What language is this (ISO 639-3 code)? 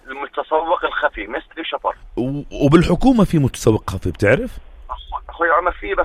apc